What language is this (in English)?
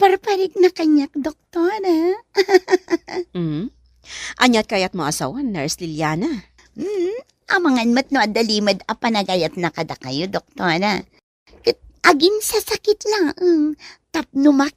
Iloko